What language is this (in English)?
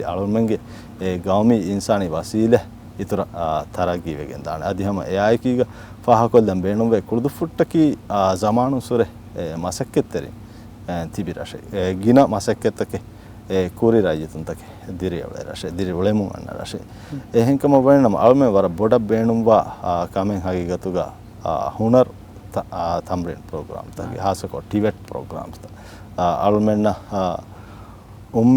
Divehi